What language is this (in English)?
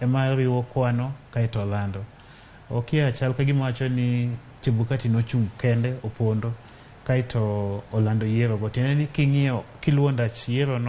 Luo (Kenya and Tanzania)